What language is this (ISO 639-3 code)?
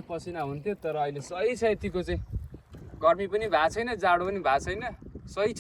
nep